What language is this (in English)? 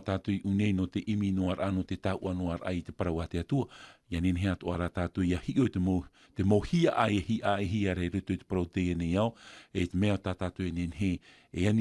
Tahitian